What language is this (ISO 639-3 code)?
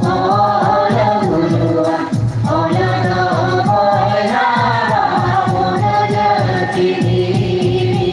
sat